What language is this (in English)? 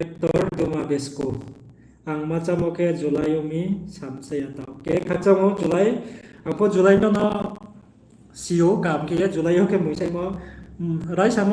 Riang (India)